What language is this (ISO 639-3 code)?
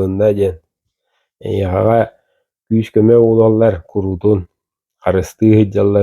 sah